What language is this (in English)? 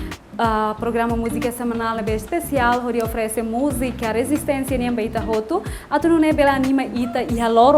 Tetum